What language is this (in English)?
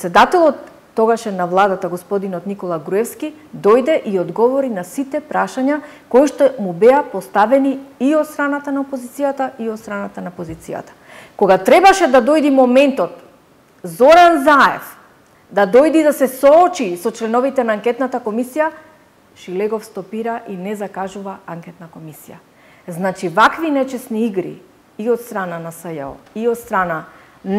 Macedonian